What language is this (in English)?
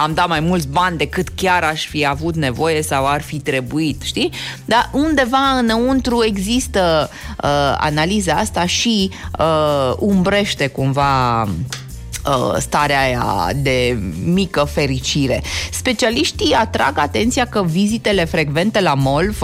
Romanian